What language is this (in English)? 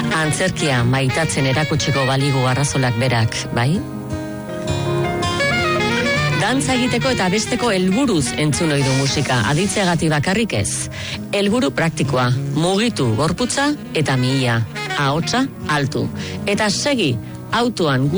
Basque